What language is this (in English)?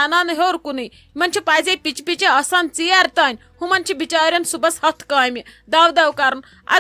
Kashmiri